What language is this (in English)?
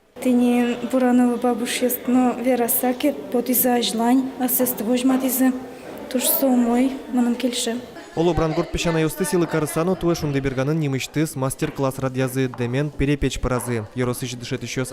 Udmurt